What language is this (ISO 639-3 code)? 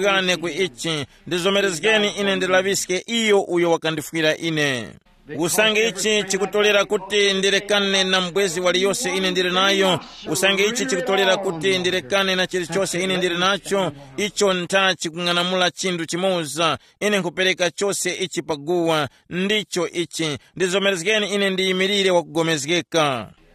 tum